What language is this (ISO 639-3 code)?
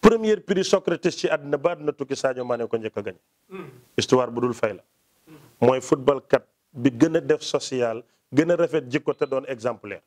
wol